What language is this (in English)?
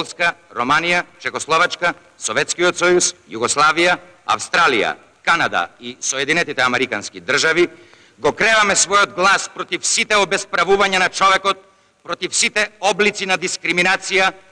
Macedonian